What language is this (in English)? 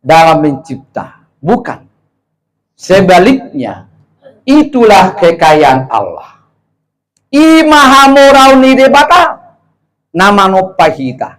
Batak Toba